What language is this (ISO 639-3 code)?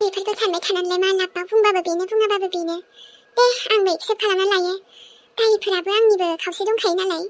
brx